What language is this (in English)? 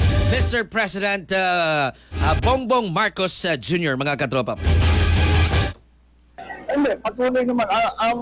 Filipino